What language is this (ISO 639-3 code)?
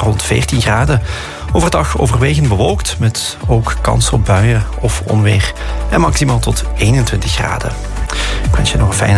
nld